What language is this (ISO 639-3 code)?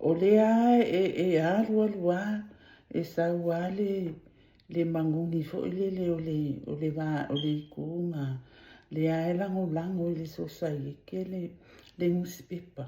smo